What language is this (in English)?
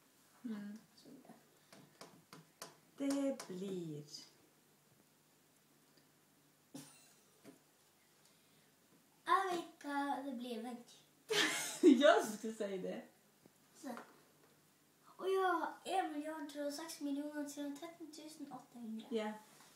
Norwegian